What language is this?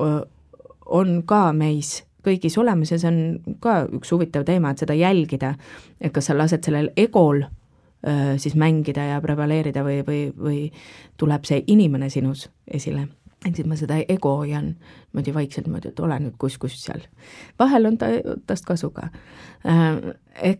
Estonian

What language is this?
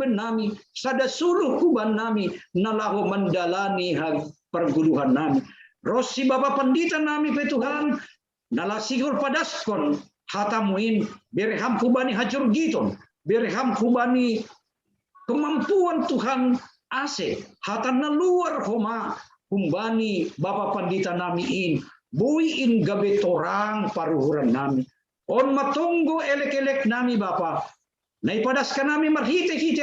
Batak Simalungun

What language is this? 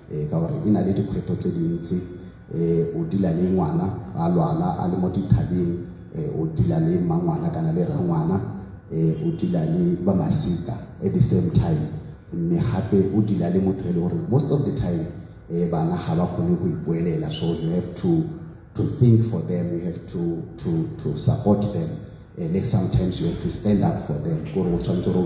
Tswana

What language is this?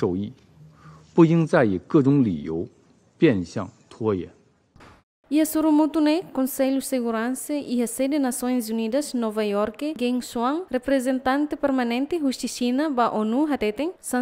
Tetum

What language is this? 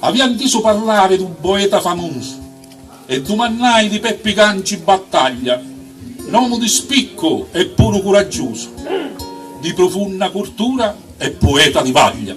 Sicilian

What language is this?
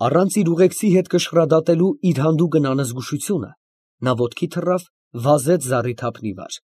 Armenian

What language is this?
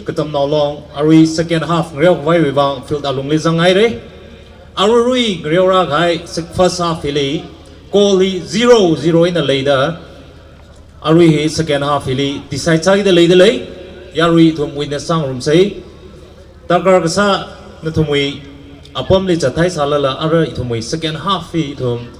Tangkhul Naga (India)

